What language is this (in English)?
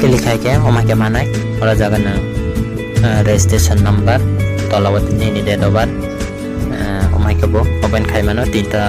Kok Borok